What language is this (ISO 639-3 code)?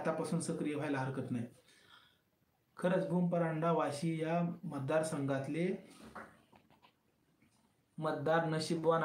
mar